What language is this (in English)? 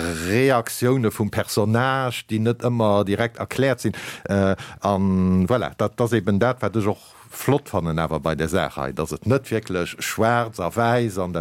Luxembourgish